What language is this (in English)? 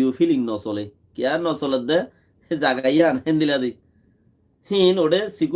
Rohingya